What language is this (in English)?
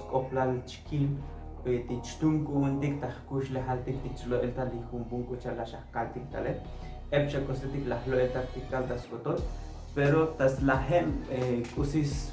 Tzotzil